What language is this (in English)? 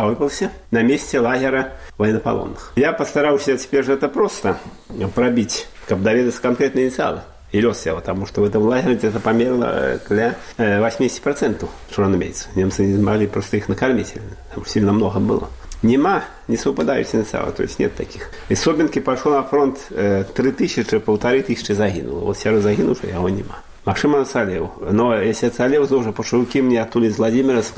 Belarusian